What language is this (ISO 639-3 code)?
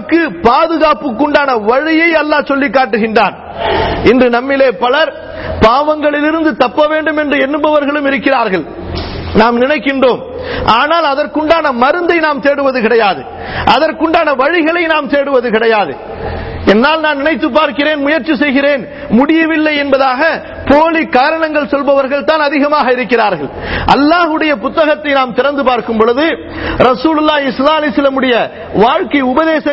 tam